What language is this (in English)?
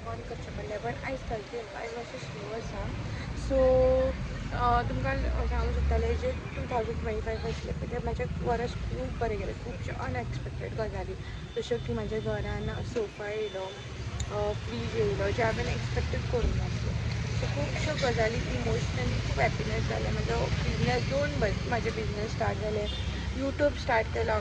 Konkani